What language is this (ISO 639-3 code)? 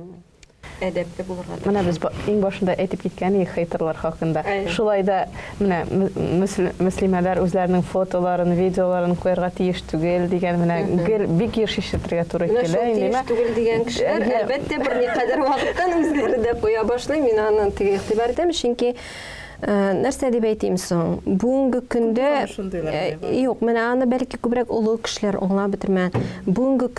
tat